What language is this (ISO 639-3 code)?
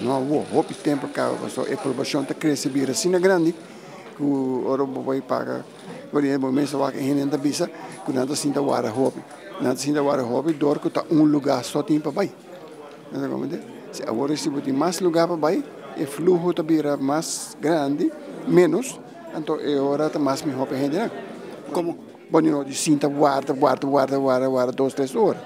pap